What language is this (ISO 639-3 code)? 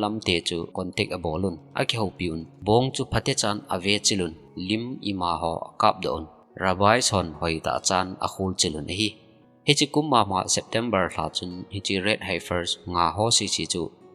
tcz